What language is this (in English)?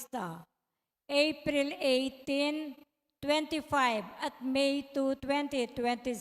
Pampanga